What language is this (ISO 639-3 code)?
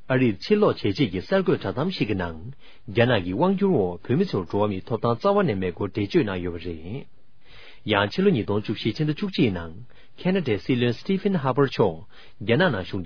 bod